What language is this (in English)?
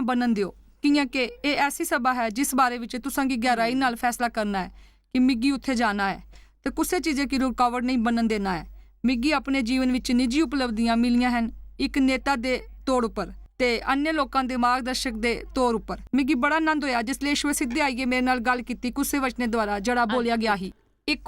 Dogri